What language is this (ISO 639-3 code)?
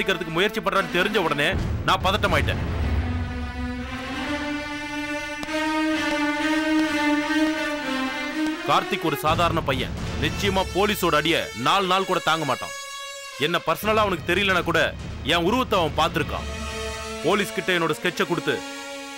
tam